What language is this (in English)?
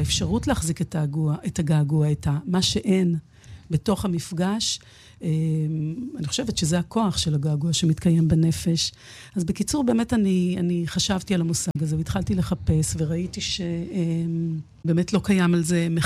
Hebrew